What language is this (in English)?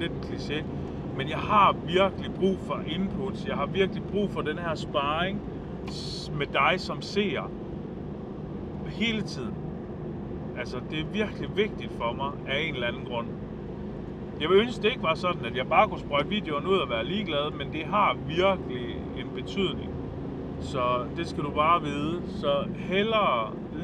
Danish